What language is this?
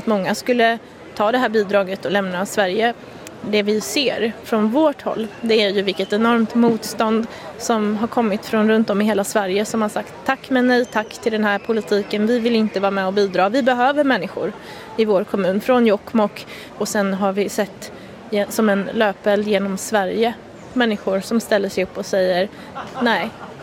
Swedish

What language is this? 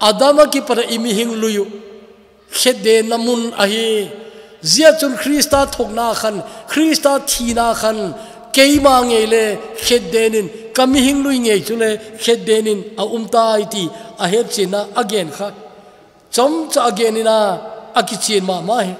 Thado Chin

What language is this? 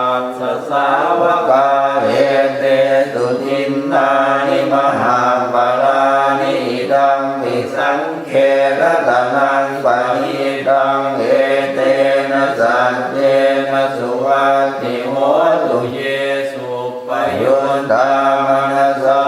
Pali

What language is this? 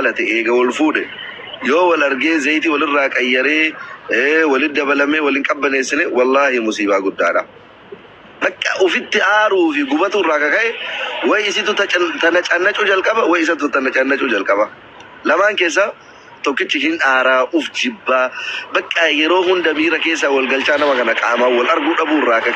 Oromo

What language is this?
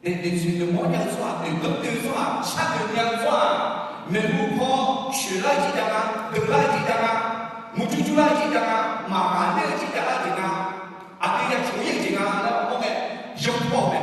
Akha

